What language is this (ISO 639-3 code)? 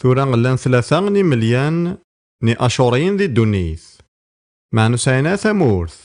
kab